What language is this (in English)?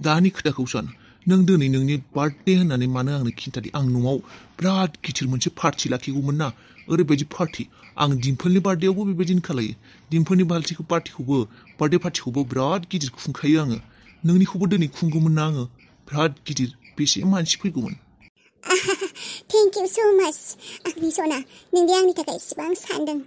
Bodo